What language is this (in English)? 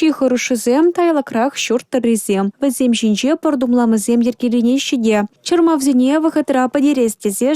Chuvash